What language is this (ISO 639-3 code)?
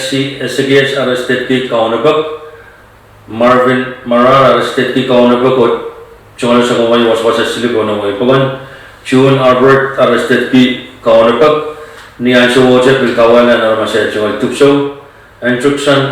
pon